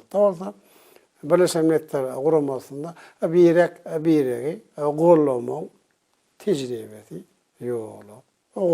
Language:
Turkmen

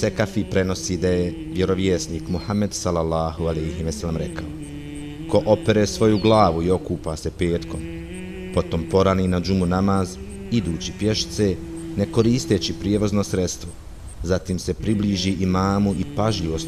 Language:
Bosnian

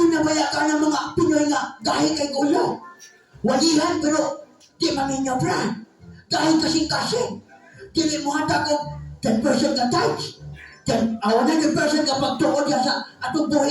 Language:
Cebuano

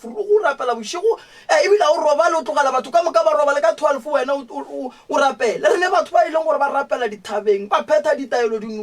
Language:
Northern Sotho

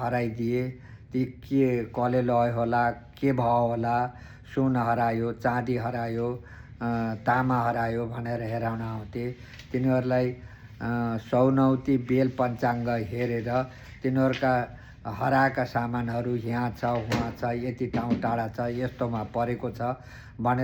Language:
Nepali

